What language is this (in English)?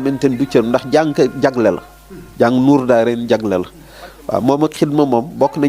Wolof